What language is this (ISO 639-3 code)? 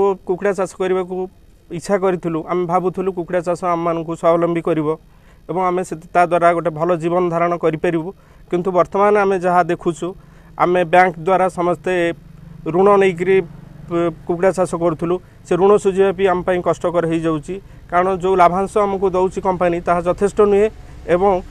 ori